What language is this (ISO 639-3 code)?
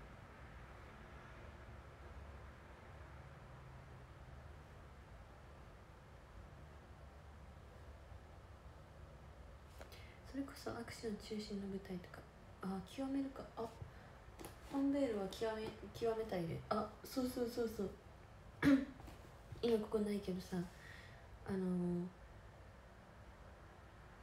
jpn